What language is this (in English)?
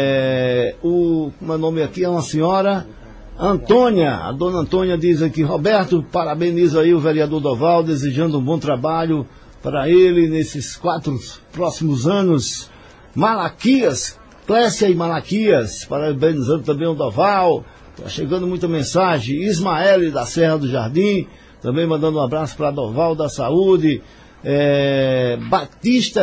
Portuguese